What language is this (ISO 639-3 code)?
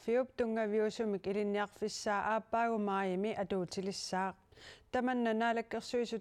kal